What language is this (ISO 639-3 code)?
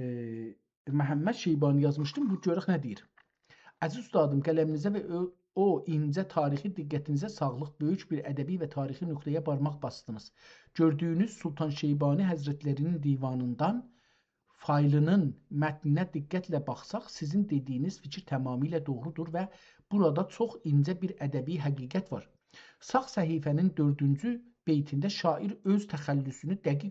azb